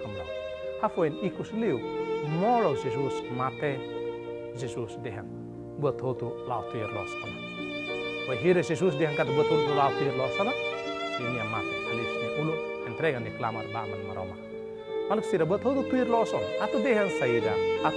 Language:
Tetum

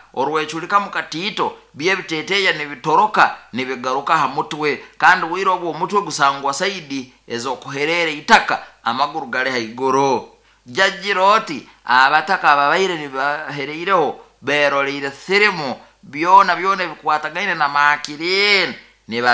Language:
Nyoro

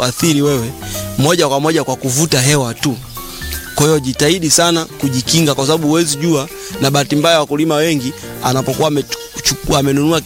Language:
Swahili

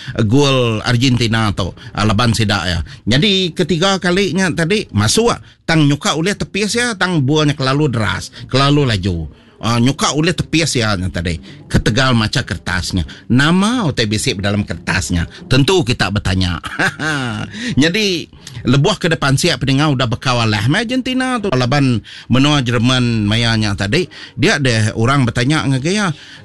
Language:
Iban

